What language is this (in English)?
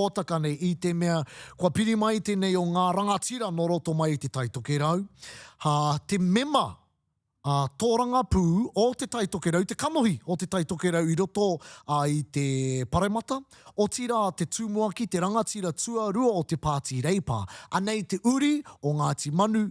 Māori